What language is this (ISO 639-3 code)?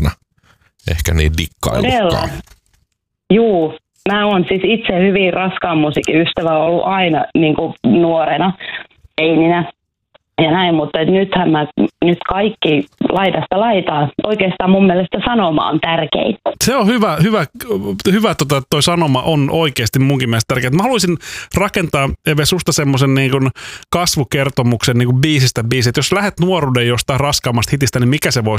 fin